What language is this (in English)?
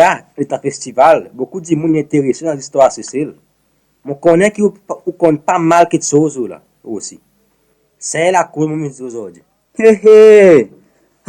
Seselwa Creole French